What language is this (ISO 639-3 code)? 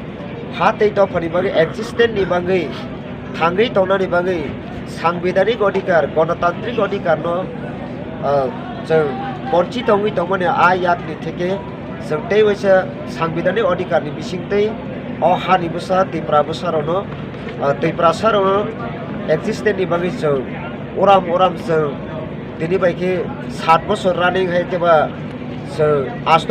trp